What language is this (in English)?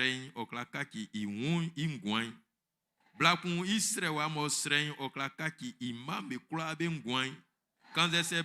Baoulé